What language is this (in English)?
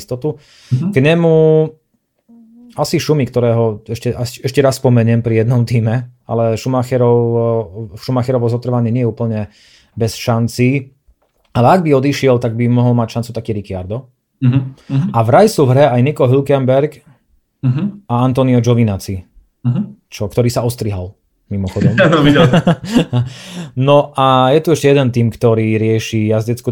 Slovak